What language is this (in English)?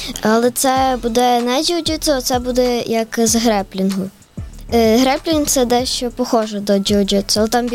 Ukrainian